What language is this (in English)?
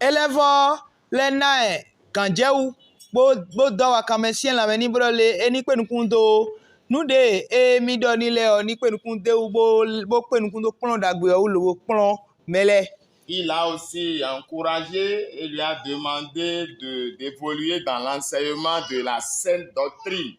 Fon